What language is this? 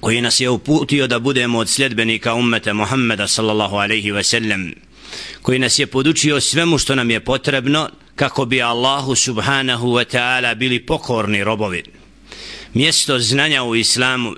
Bosnian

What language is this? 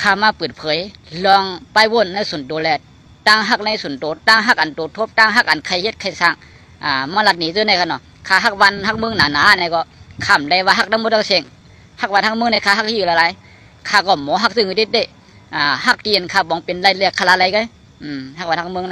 Shan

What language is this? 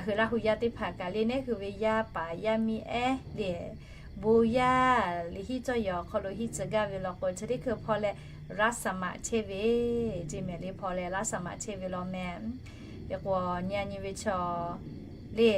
Lahu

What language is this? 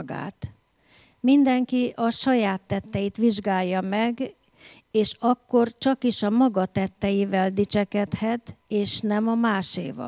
Hungarian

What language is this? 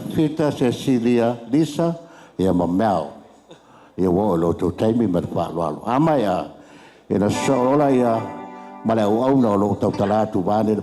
Samoan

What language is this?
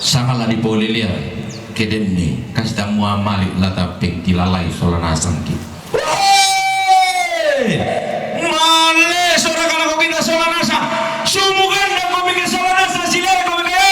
Toraja-Sa'dan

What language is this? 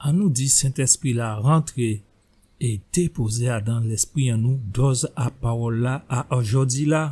Guadeloupean Creole French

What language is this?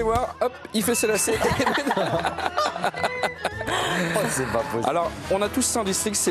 French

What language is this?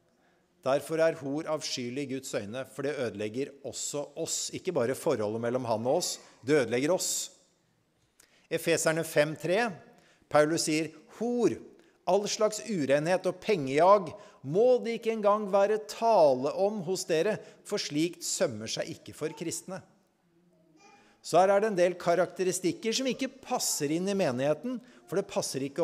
Norwegian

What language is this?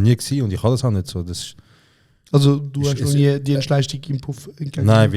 Swiss German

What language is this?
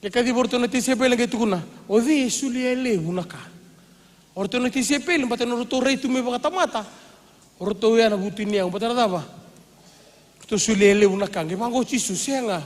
Fijian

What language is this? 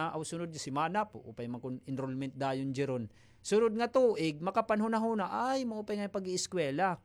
Waray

